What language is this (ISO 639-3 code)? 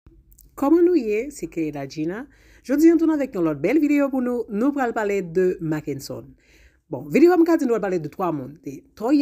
hat